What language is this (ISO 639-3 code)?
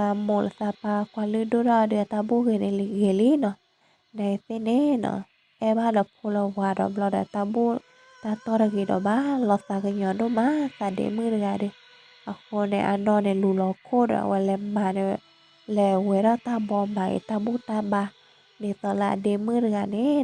ksw